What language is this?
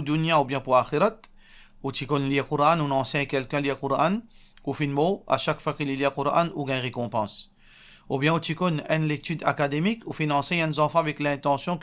Morisyen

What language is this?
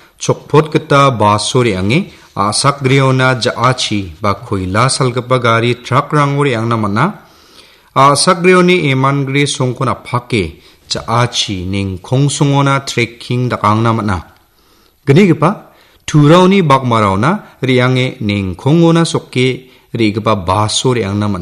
Garo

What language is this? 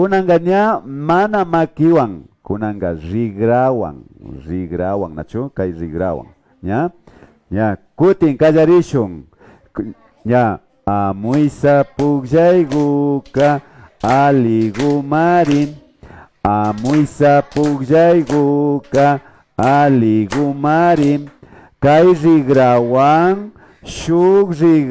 Imbabura Highland Quichua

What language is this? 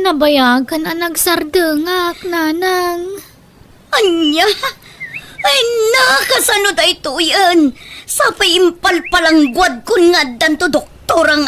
Iloko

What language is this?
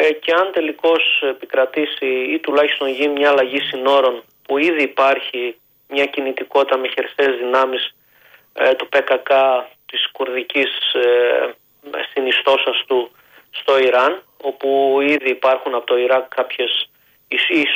Greek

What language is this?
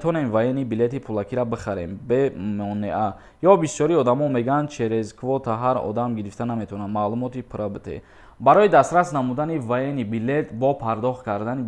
Tajik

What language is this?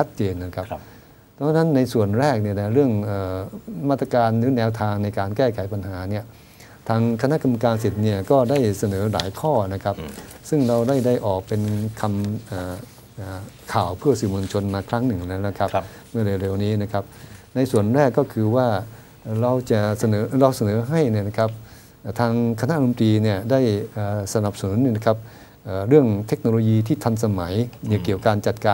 Thai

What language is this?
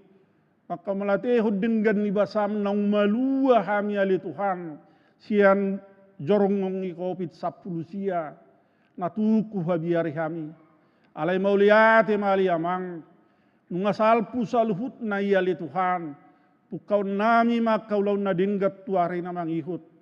Batak Toba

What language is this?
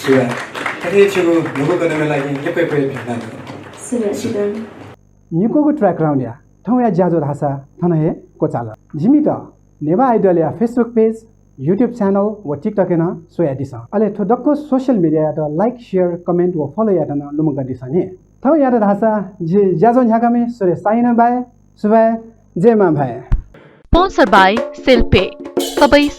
Newari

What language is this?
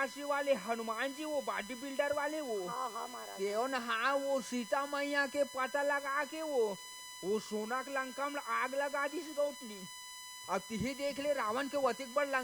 Chhattisgarhi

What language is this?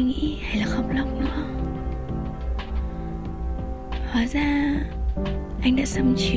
Vietnamese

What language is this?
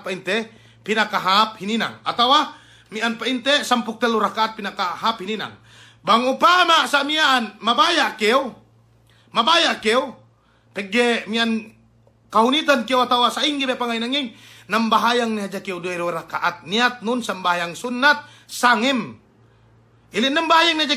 Yakan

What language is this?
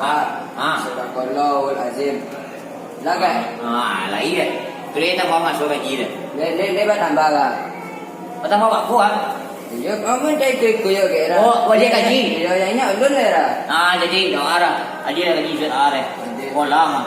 Minangkabau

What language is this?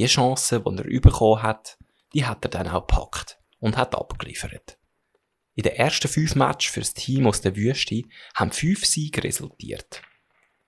Swiss German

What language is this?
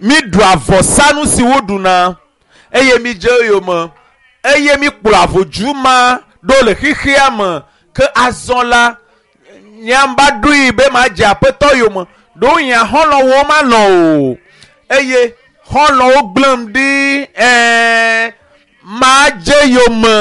Ewe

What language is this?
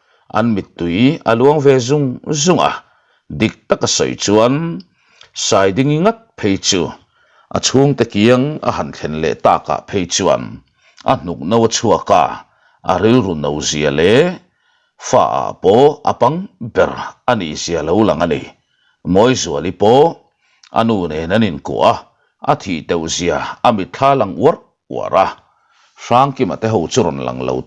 Mizo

